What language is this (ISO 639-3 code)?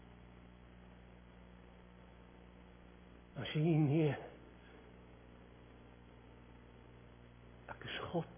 afr